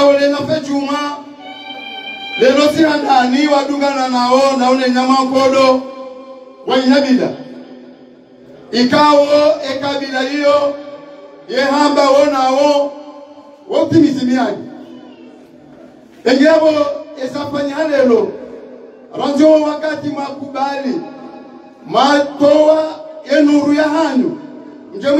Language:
Swahili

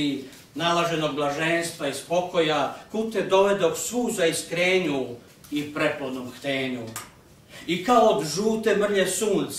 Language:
Serbian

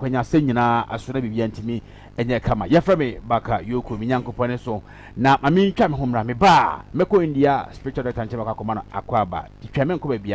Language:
Akan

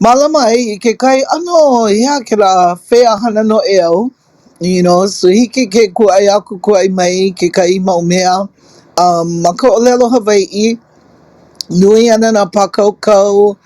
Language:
Hawaiian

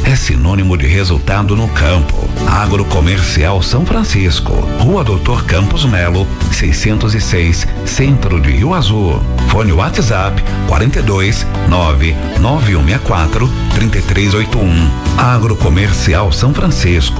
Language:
Portuguese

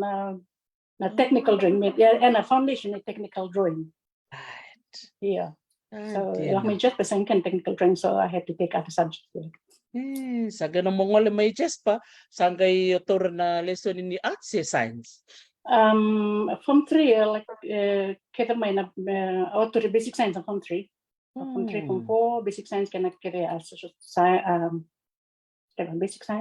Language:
Fijian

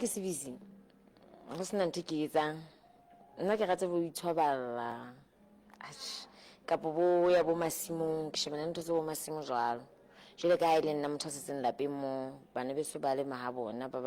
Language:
Southern Sotho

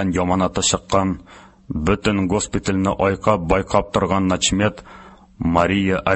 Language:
Tatar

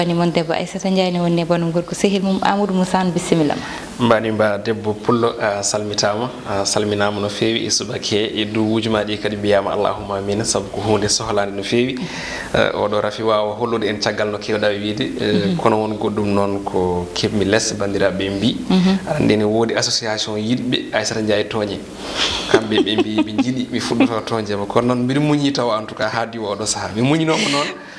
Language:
Fula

